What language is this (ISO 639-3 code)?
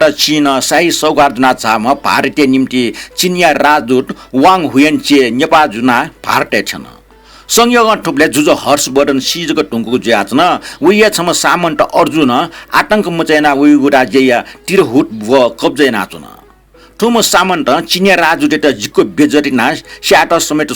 new